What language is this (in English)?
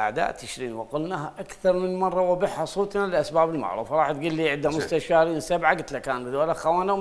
Mesopotamian Arabic